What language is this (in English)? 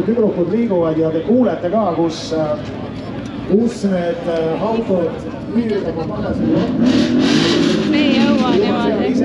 Estonian